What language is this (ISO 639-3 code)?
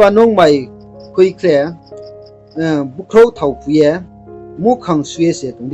ria